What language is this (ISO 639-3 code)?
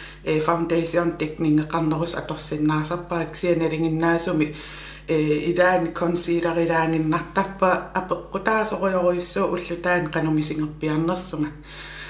kal